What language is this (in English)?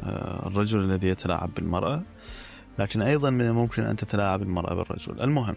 Mesopotamian Arabic